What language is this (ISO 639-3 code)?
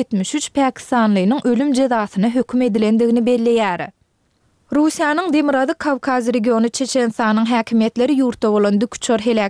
tuk